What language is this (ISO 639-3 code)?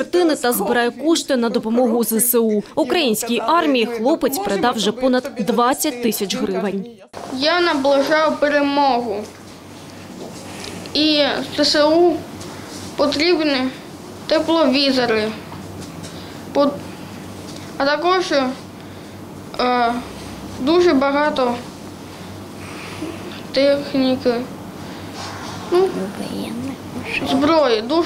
ukr